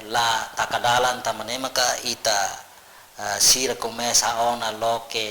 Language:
Tetum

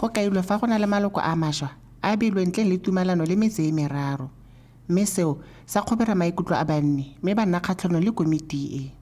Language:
Tswana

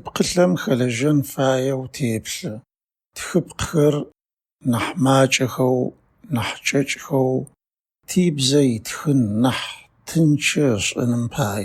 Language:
Adyghe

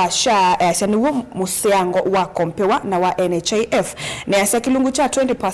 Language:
Kamba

